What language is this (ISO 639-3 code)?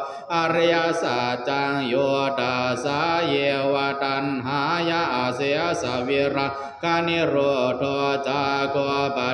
pli